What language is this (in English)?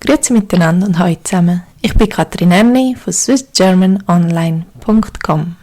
Swiss German